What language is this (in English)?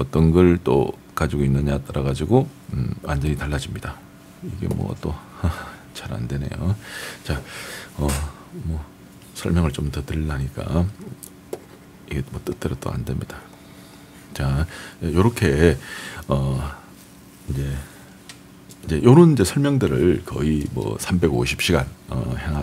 Korean